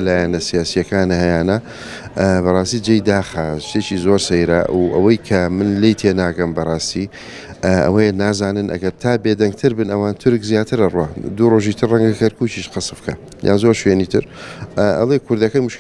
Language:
Central Kurdish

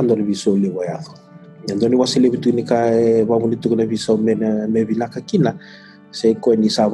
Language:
Fijian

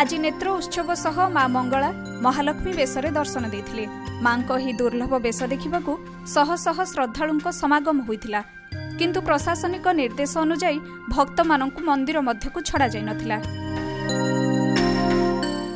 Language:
Odia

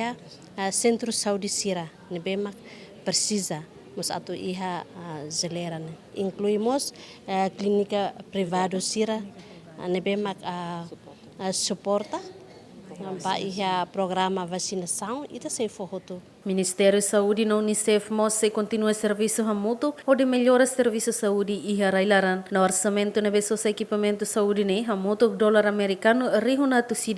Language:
Tetum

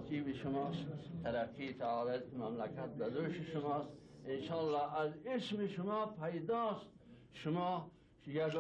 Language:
Tajik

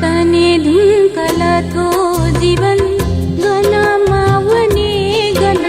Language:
Newari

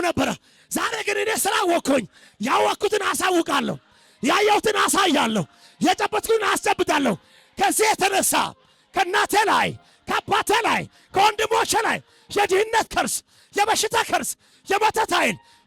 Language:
Amharic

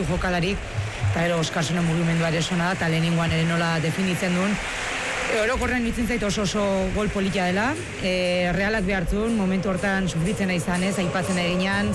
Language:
Basque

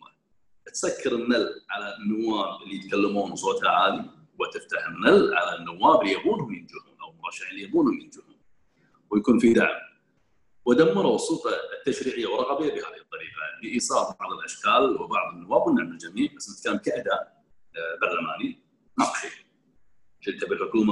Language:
Gulf Arabic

